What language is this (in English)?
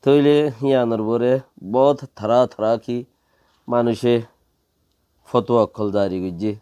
Rohingya